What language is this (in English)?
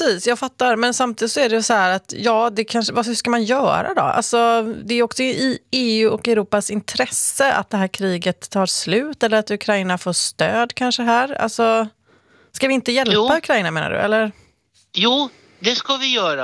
Swedish